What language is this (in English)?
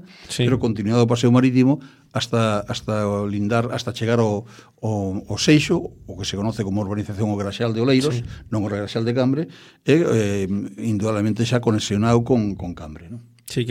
Galician